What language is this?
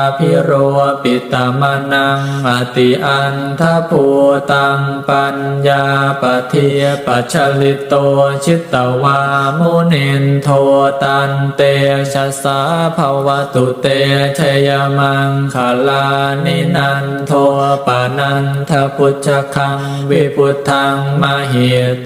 Pali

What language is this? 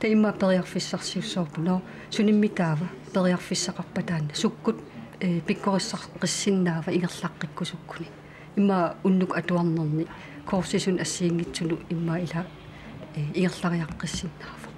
Kalaallisut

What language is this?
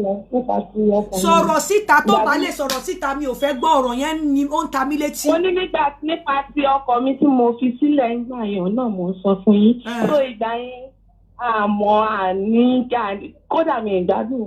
Yoruba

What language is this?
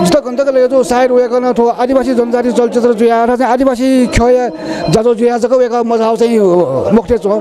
Newari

